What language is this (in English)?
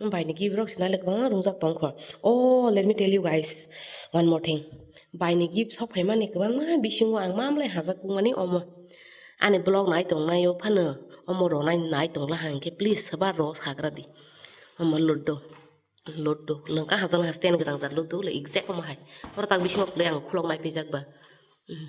Kok Borok